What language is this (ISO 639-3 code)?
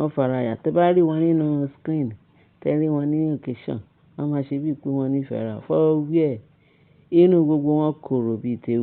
yor